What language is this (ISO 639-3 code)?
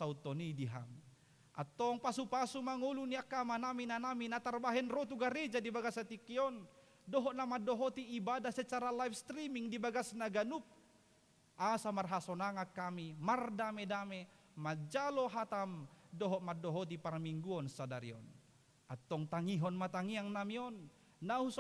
bbc